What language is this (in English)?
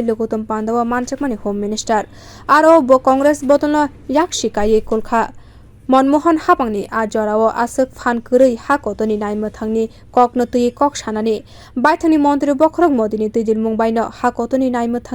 Kok Borok